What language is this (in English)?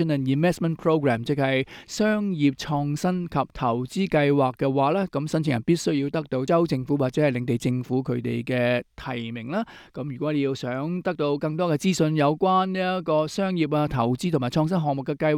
Cantonese